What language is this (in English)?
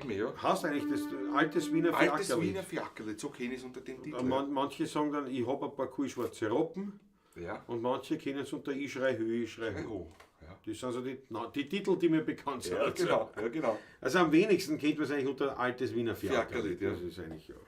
Bavarian